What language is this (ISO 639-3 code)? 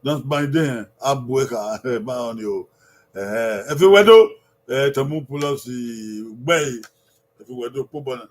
bin